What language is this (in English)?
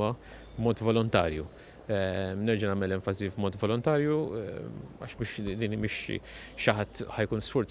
Maltese